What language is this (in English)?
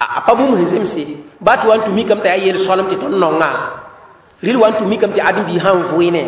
Mossi